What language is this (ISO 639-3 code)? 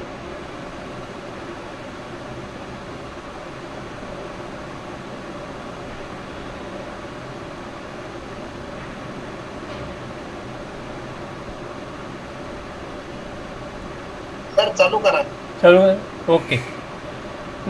eng